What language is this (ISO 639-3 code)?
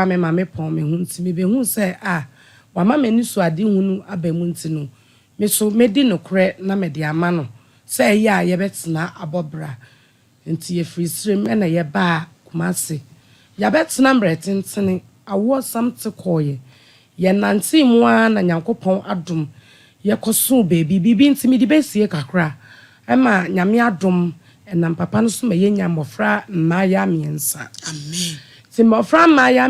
aka